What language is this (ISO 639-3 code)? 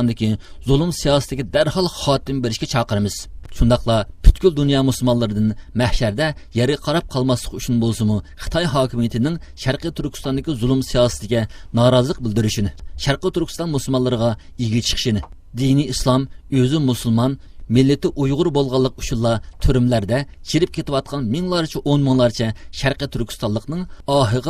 uig